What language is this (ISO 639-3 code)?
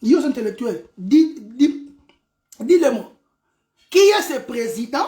lin